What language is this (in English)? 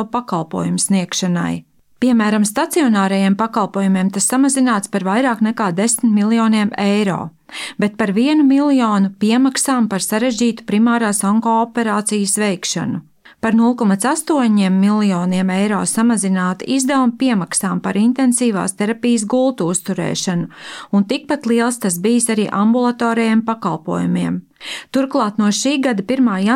Latvian